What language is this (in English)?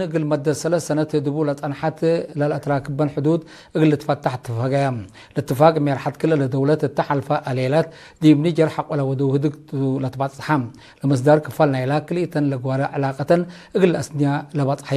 Tigre